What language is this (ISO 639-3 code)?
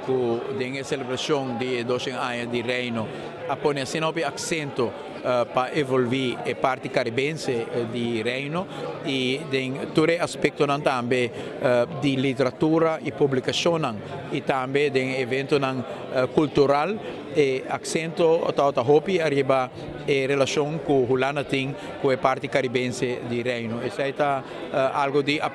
pap